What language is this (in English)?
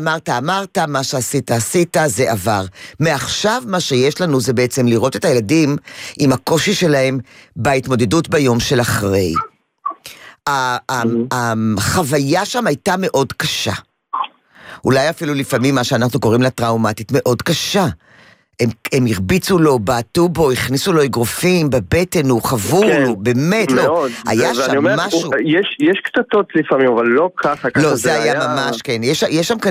Hebrew